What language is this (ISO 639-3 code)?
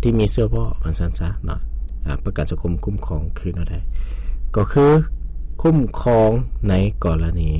lao